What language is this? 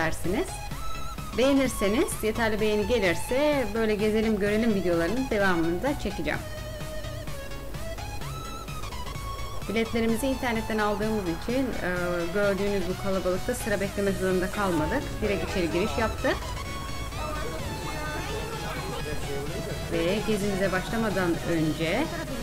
Turkish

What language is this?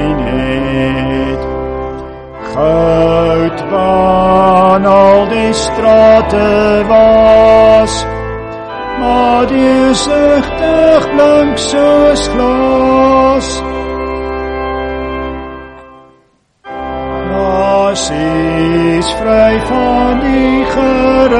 Afrikaans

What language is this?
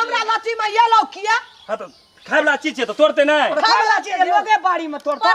Maithili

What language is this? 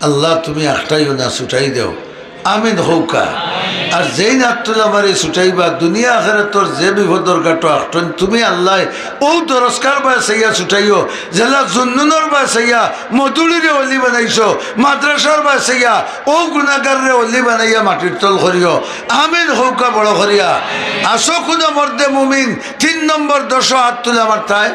Sylheti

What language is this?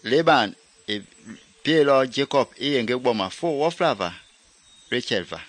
Mende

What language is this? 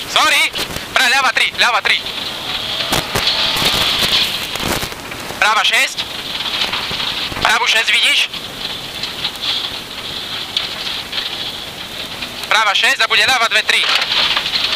Slovak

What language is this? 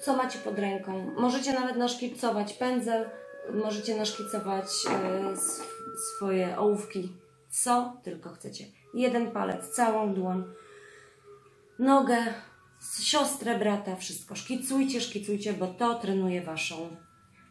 Polish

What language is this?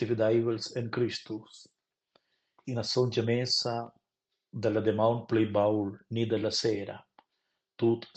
Romansh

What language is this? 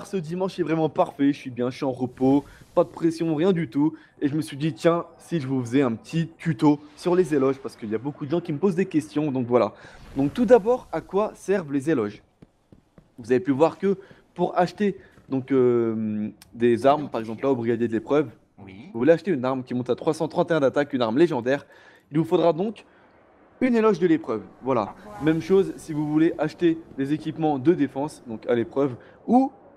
French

